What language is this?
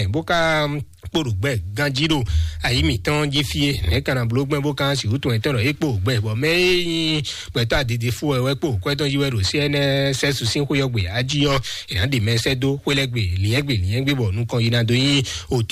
Fon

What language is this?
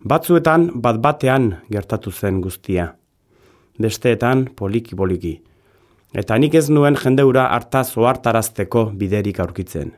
Basque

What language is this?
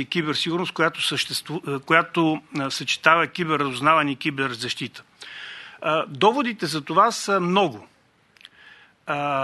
Bulgarian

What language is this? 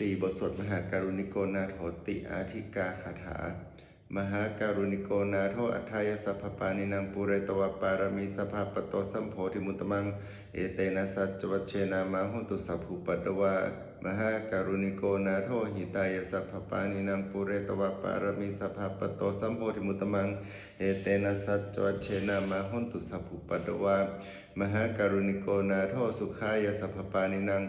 Pali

